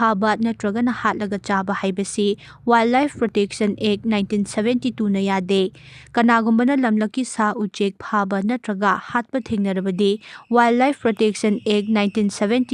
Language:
Manipuri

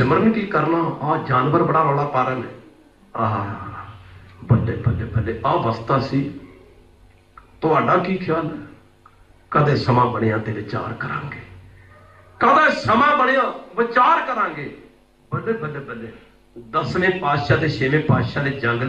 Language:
Punjabi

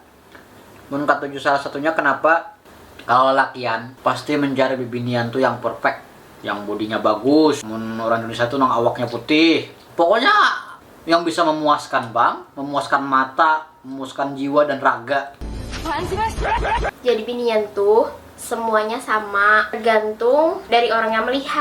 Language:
Banjar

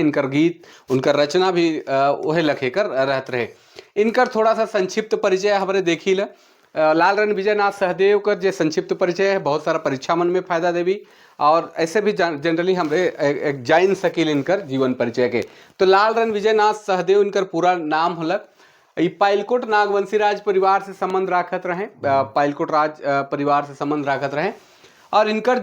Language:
Sadri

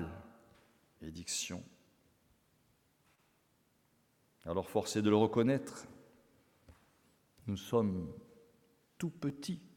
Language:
French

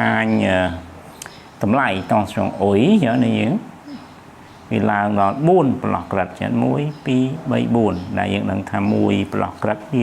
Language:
Khmer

